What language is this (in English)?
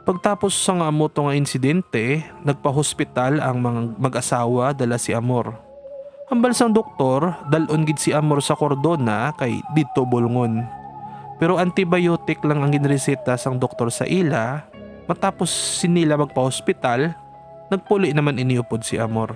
Hiligaynon